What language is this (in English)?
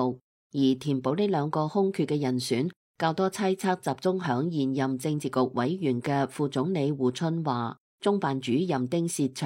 Cantonese